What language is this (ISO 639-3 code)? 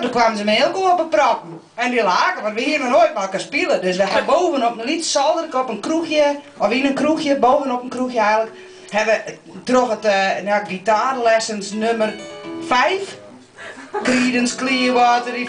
fry